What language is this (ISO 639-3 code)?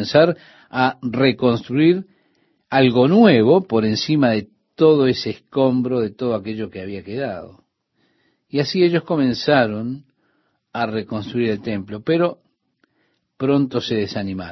spa